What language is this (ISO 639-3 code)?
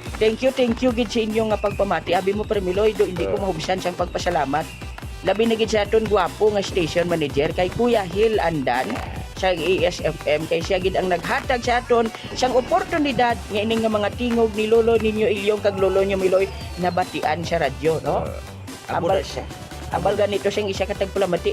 hil